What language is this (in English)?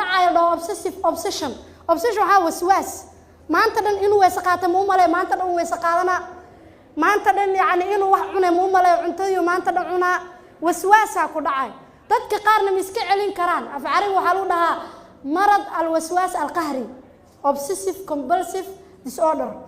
Somali